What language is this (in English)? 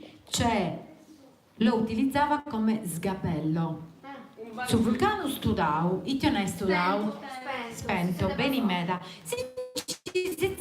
Sardinian